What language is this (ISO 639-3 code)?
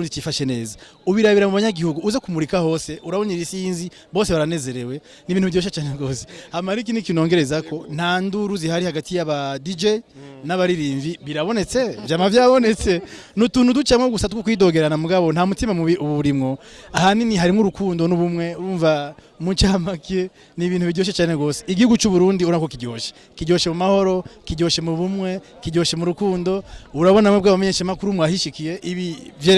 run